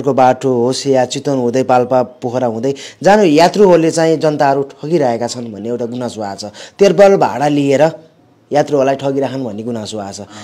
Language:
Nepali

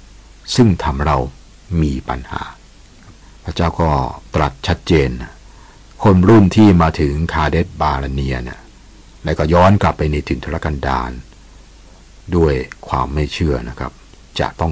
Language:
Thai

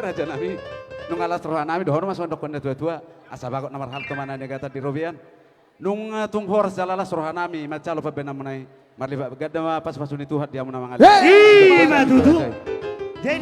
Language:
Batak Toba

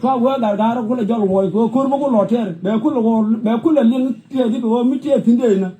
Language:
Nuer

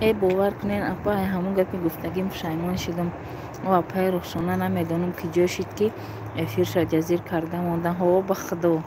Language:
Tajik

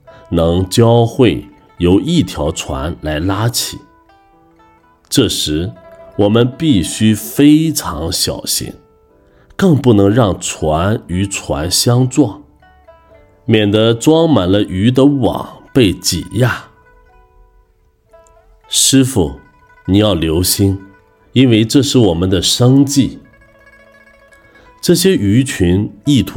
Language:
Chinese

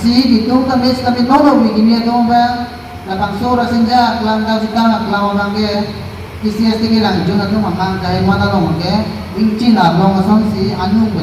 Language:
Karbi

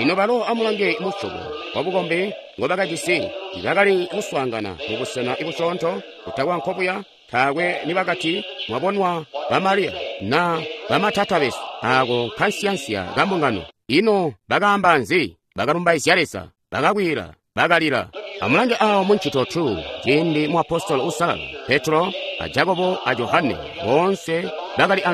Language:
Tonga (Zambia)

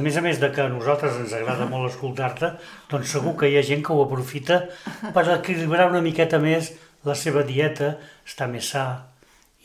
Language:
Catalan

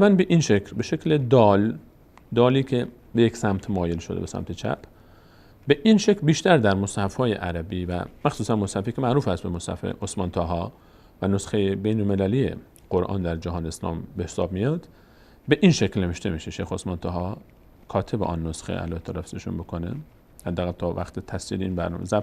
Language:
Persian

